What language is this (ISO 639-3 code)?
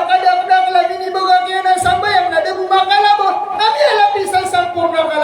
mrw